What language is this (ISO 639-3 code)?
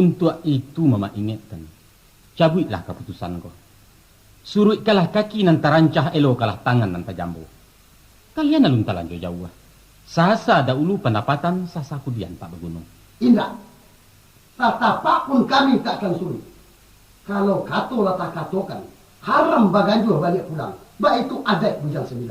min